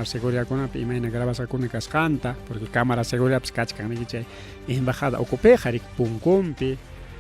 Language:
Ayacucho Quechua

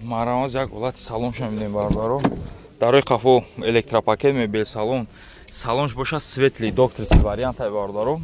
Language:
Tajik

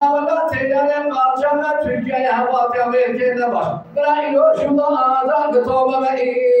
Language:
Kurdish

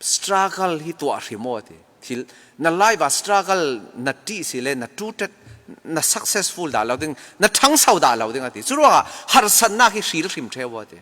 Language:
Falam Chin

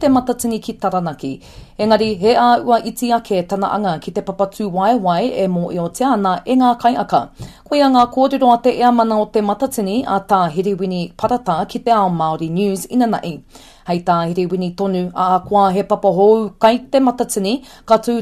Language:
Māori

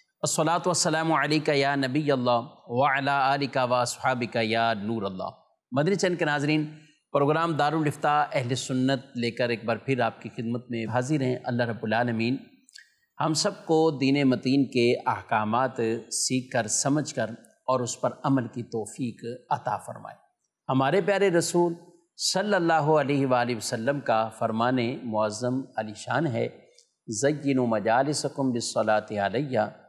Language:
Urdu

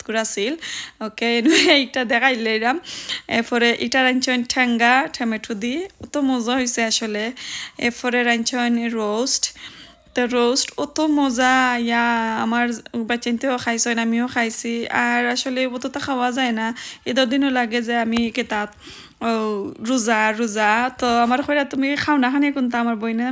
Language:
Sylheti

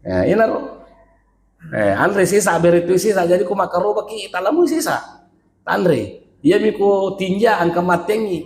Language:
Buginese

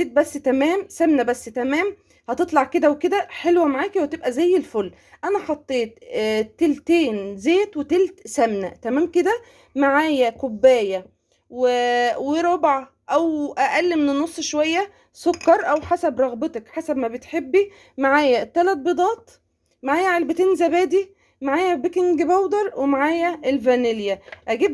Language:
Egyptian Arabic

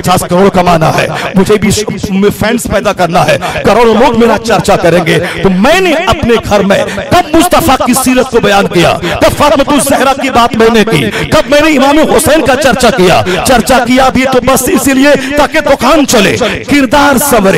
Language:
Hindi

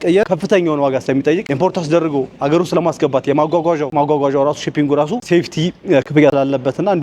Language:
Amharic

